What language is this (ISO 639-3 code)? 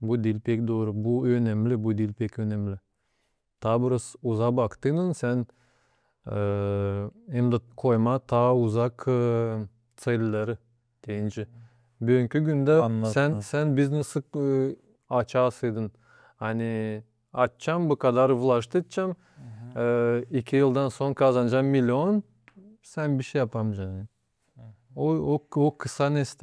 gag